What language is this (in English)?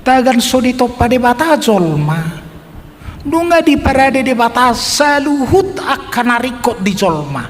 Batak Toba